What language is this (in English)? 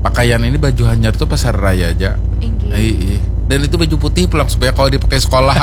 Banjar